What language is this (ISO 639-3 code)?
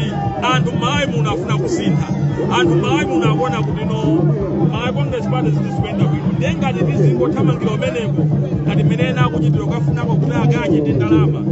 nya